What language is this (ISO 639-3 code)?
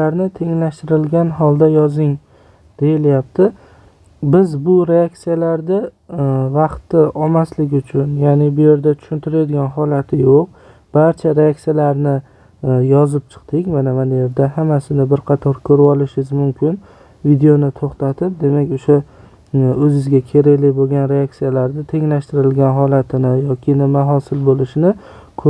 uzb